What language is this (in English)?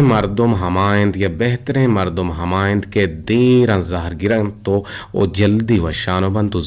Eastern Balochi